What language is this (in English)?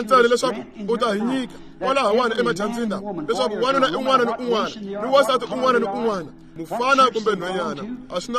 Tsonga